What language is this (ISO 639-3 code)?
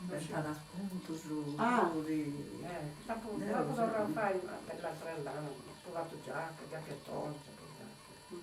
srd